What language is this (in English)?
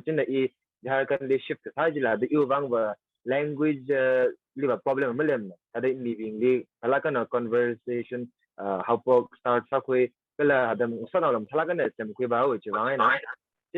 Tangkhul Naga (India)